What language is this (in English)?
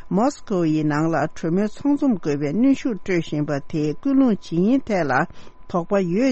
Tibetan